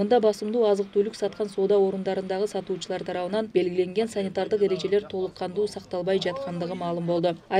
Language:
Kyrgyz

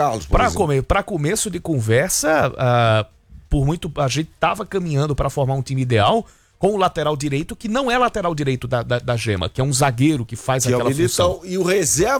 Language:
Portuguese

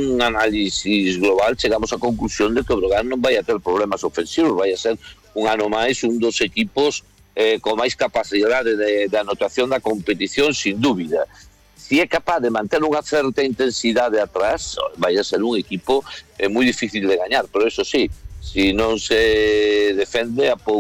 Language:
Galician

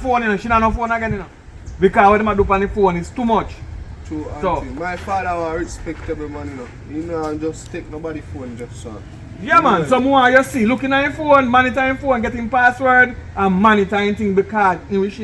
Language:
Jamaican Creole English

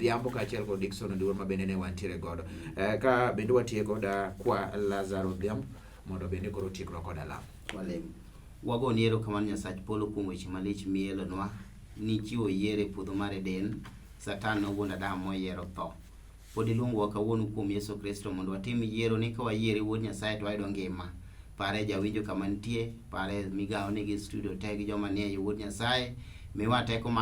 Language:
Luo (Kenya and Tanzania)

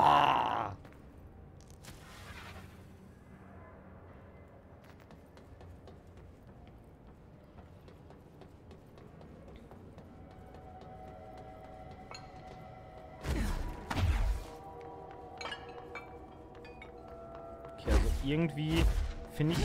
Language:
German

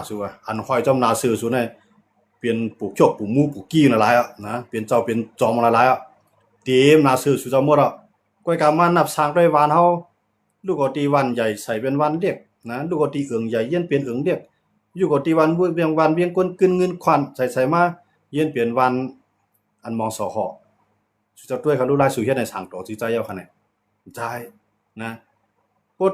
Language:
Shan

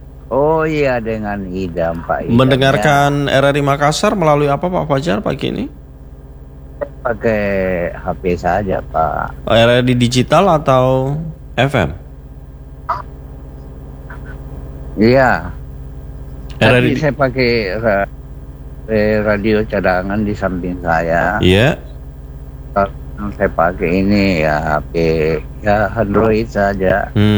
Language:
Indonesian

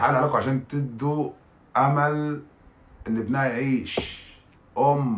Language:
Egyptian Arabic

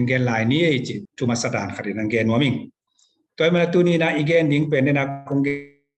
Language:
Tedim Chin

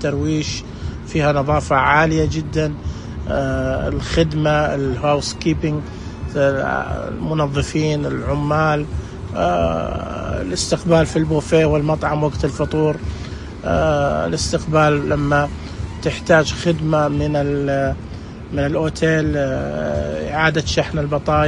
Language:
Najdi Arabic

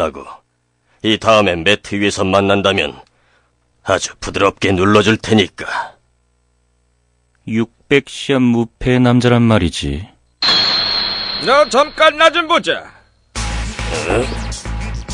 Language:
Korean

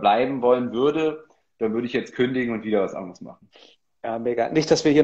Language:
German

